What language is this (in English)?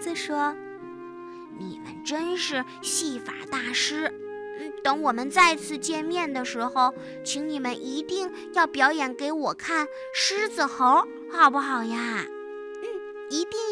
Chinese